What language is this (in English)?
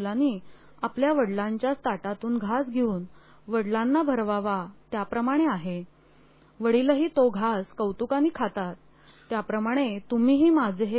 Marathi